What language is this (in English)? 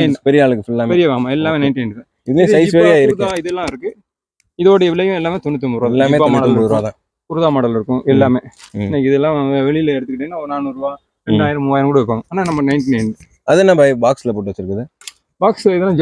Tamil